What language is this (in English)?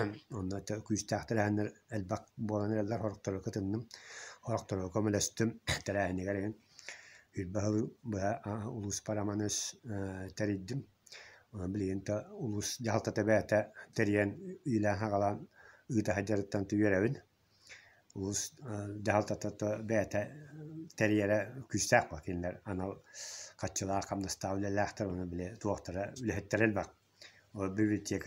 Yakut